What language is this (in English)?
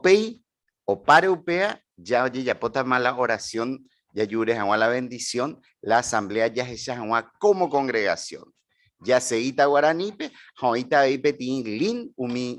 Guarani